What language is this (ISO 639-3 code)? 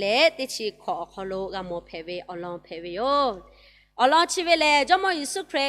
lhu